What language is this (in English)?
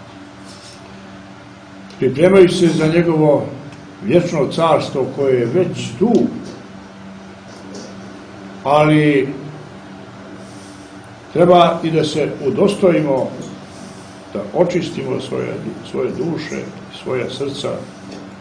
Serbian